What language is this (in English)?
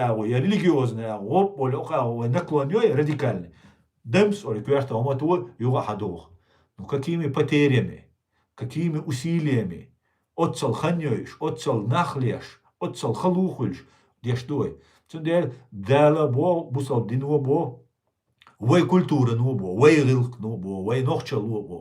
Chechen